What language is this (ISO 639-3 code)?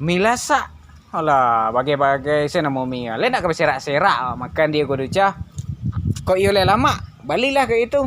min